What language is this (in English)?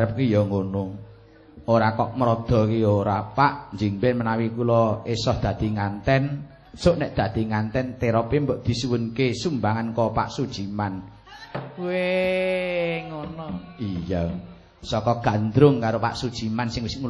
Javanese